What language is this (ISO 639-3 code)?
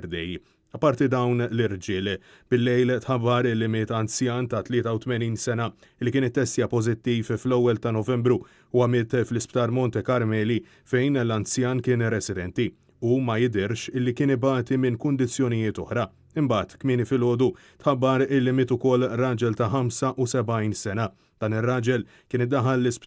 mlt